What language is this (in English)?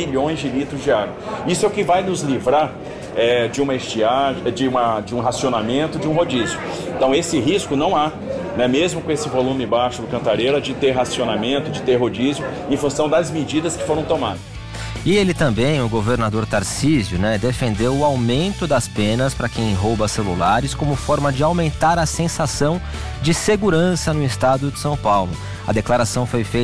Portuguese